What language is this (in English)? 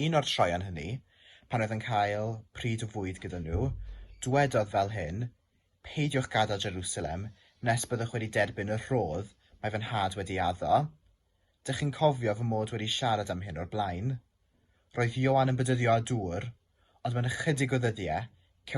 Welsh